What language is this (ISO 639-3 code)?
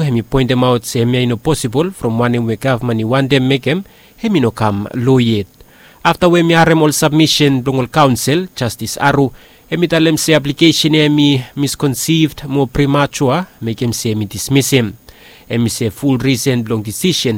bis